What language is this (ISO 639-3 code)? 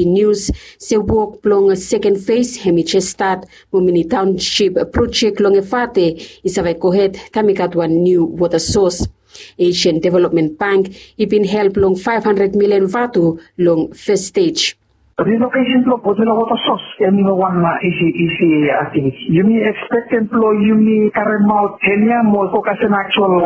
bis